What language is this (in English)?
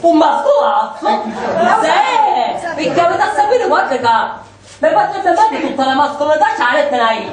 Sicilian